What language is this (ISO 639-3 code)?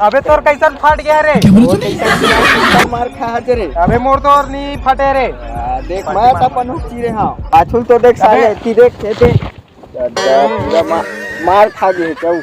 hne